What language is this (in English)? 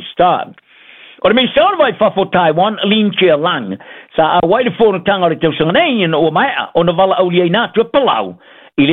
Samoan